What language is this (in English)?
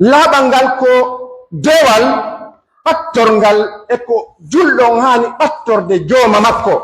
Pular